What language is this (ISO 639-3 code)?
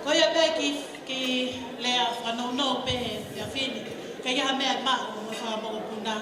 ton